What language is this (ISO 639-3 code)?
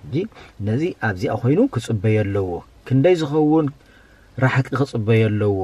tir